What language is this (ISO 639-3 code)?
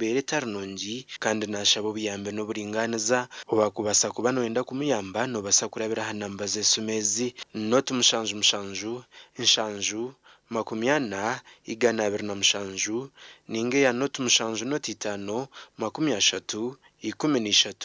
nyn